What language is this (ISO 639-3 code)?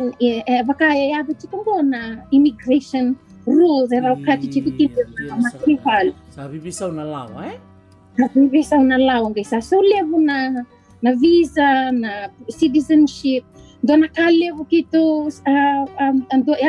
fij